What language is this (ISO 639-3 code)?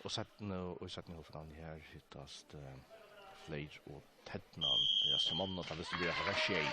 fao